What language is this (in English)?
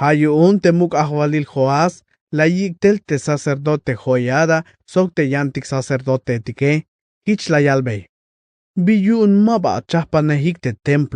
Tzeltal